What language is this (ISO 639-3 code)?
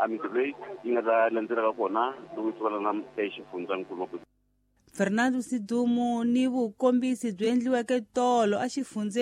tso